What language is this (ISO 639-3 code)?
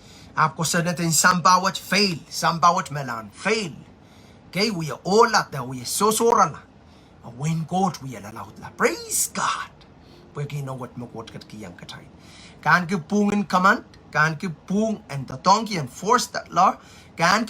pon